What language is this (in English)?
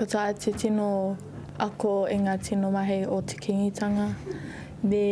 Māori